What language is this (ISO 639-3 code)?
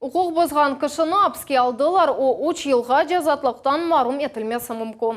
crh